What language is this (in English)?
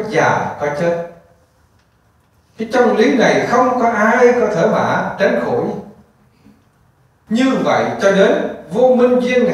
Vietnamese